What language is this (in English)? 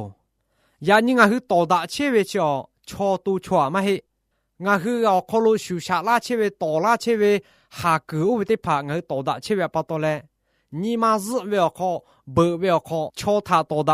Lahu